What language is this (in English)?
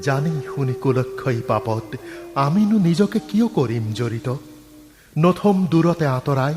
Assamese